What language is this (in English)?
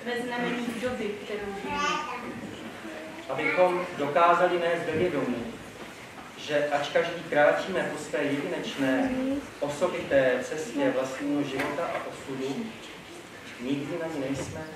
Czech